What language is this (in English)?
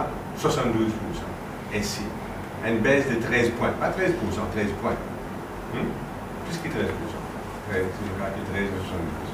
Morisyen